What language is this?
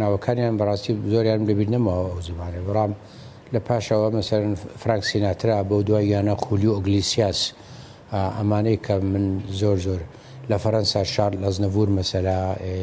Central Kurdish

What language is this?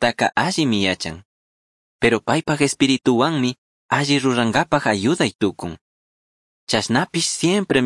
Chimborazo Highland Quichua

